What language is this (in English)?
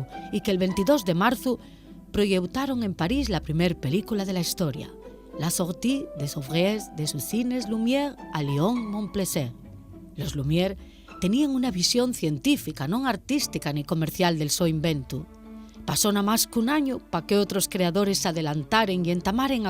Asturian